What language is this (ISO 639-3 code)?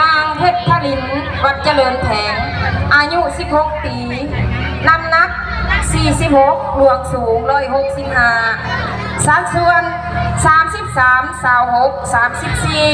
lao